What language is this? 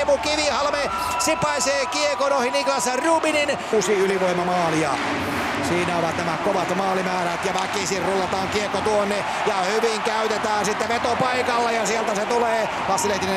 Finnish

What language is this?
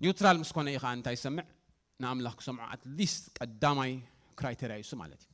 Tigrinya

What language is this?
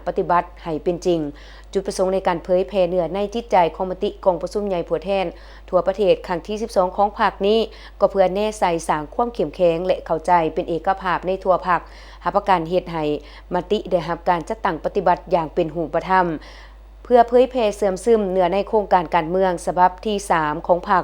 Lao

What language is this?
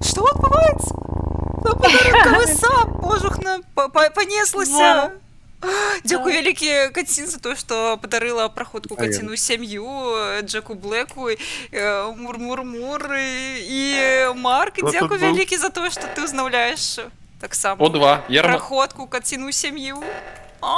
Belarusian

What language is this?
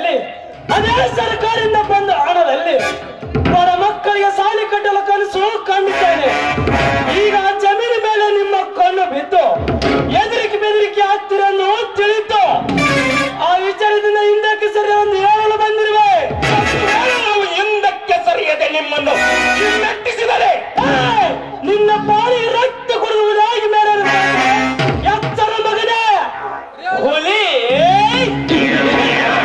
Kannada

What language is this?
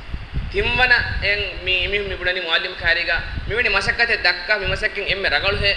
Divehi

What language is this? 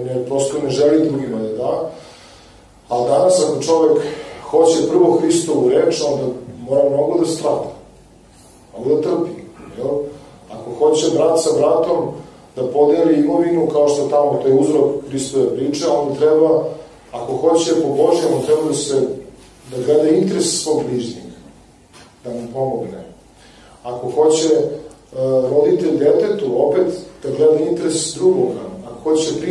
Serbian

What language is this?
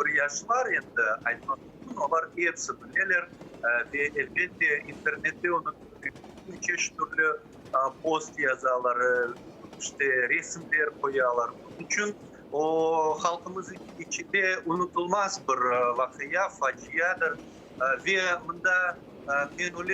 Crimean Tatar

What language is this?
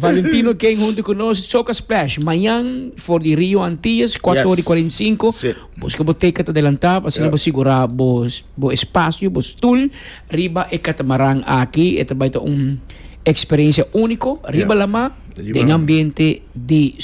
Papiamento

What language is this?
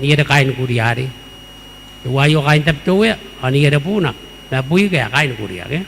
Gilbertese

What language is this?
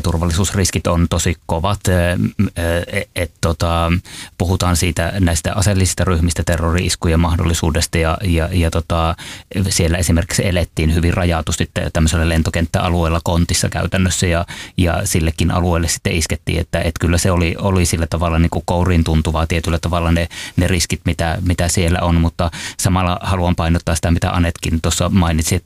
Finnish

